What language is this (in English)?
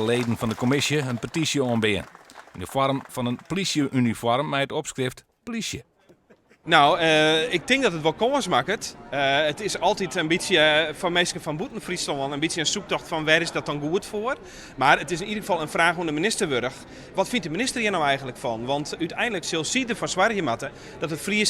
Western Frisian